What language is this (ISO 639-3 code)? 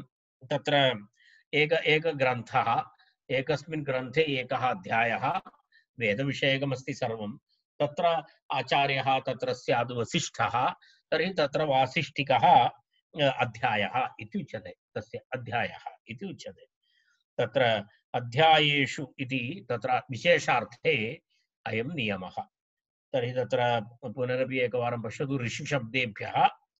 san